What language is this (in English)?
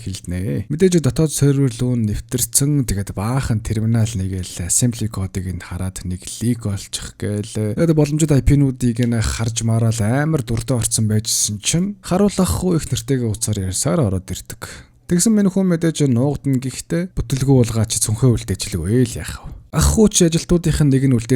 Mongolian